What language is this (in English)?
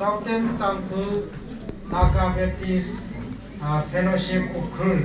Tangkhul Naga (India)